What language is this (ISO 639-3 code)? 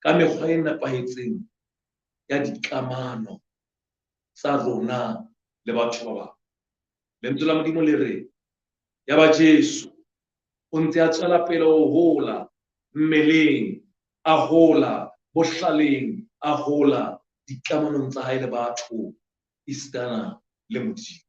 sot